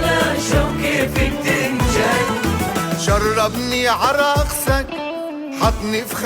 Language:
North Levantine Arabic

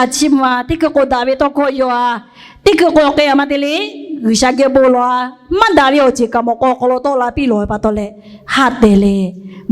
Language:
Lahu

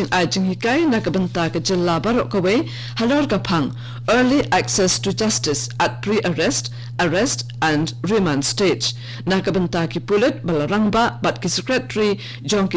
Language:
Khasi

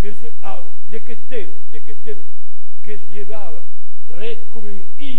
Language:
Occitan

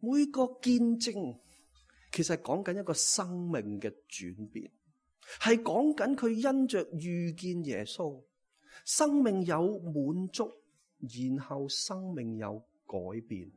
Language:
Cantonese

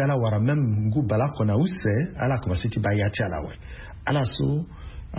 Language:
Sango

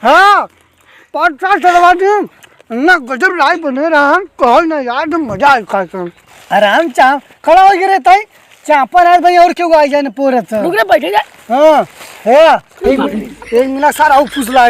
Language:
Awadhi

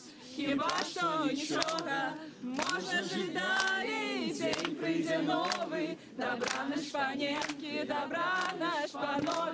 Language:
Belarusian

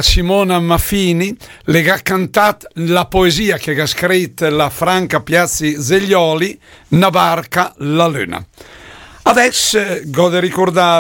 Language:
Lombard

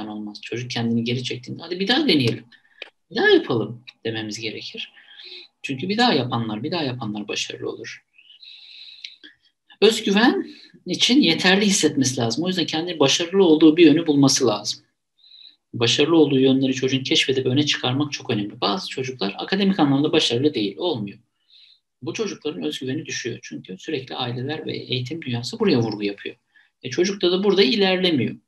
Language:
Turkish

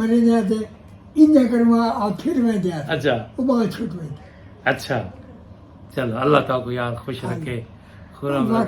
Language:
Saraiki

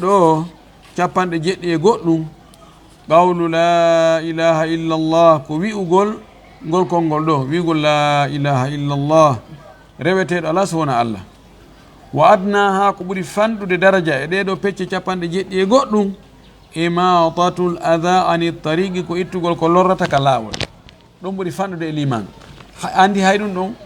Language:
Fula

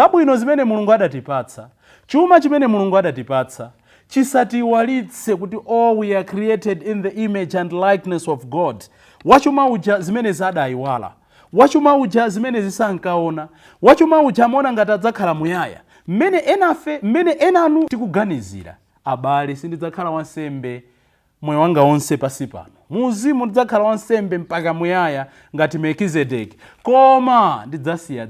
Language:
Nyanja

